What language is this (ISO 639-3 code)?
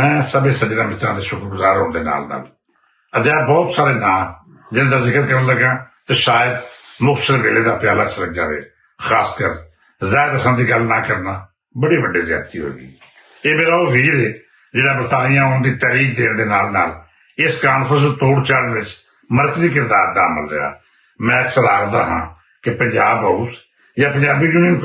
lah